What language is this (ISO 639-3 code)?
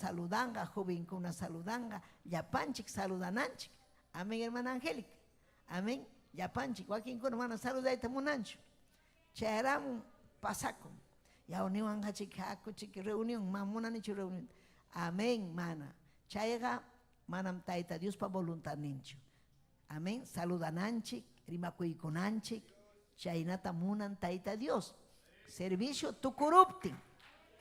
quy